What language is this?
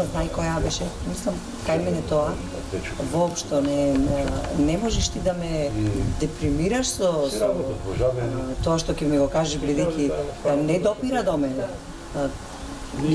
Macedonian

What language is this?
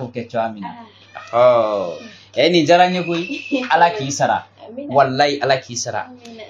Bambara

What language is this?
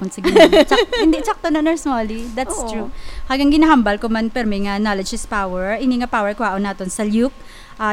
Hiligaynon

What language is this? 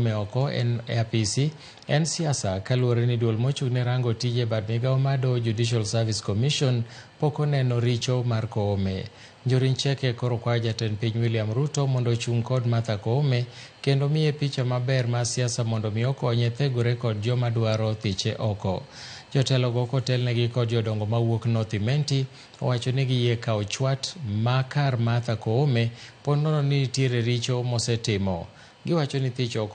Luo (Kenya and Tanzania)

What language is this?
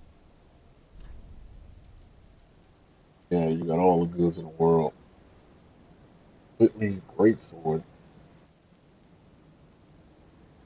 English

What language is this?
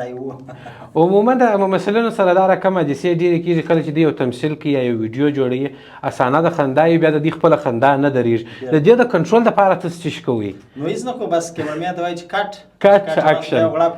Pashto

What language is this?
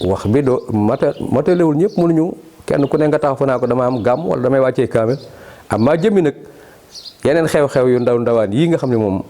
Wolof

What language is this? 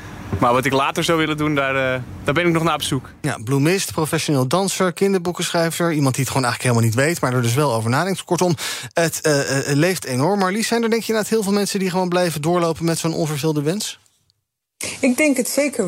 Dutch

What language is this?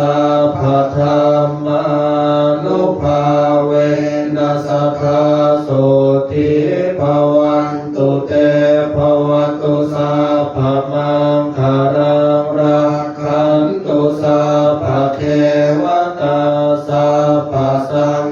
Pali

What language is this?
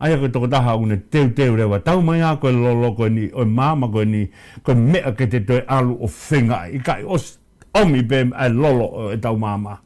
Tongan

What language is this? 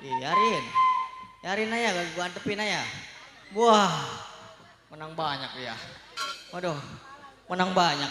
Betawi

